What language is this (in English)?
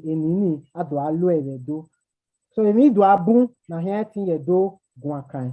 Bini